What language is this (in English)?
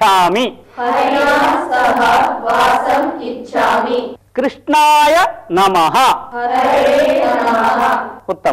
Sanskrit